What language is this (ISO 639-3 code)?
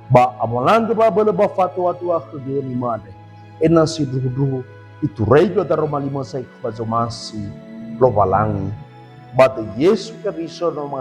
nia